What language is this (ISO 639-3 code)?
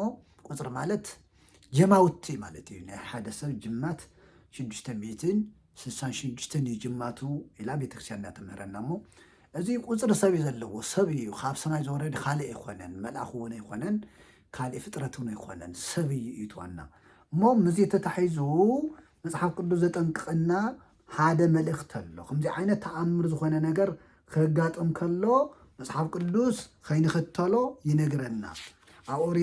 tir